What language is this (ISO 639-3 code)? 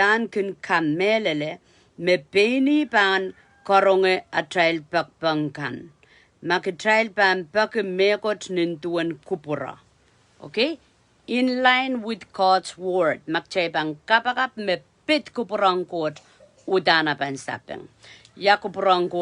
pon